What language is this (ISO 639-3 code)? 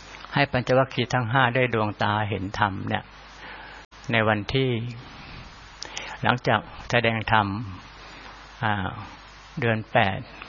tha